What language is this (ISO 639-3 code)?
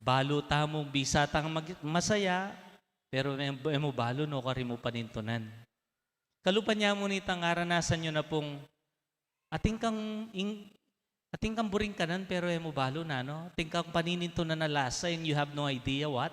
pam